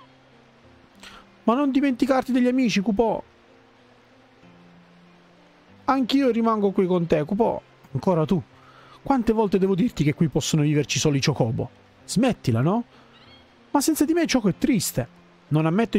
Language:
Italian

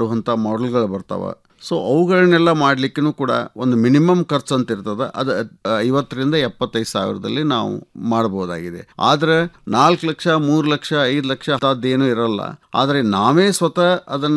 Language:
Kannada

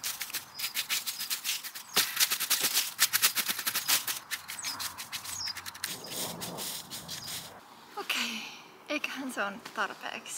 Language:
Finnish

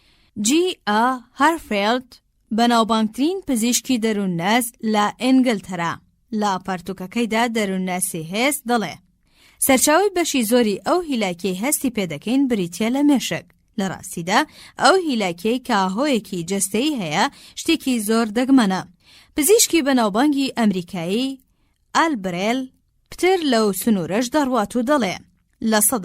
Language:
Central Kurdish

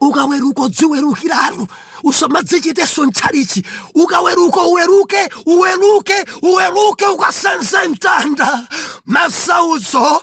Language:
Nyanja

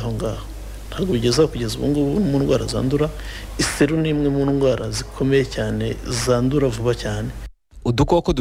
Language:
Kinyarwanda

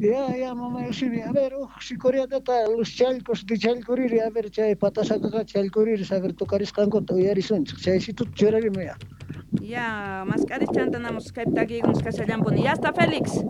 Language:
Quechua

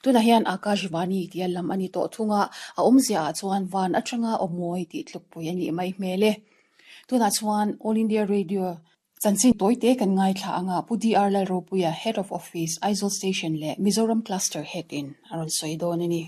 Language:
Mizo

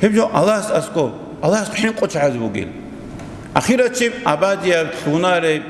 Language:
Avaric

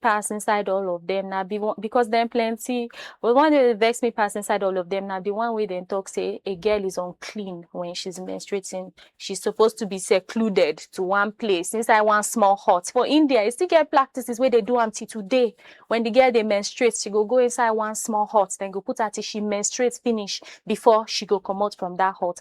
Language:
Nigerian Pidgin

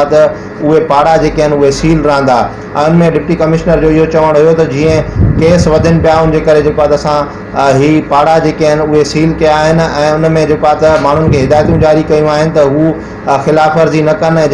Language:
Sindhi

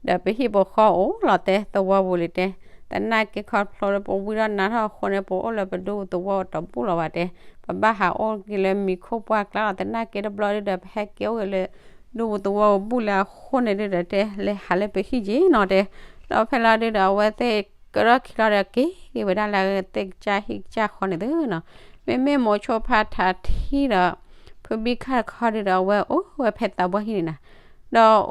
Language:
S'gaw Karen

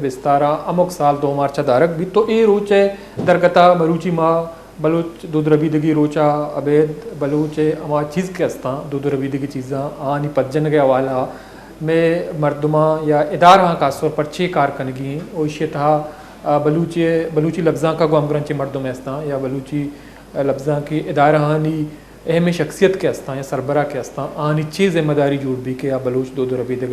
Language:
Baluchi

